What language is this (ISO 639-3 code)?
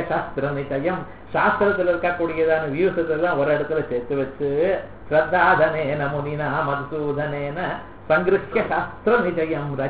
tam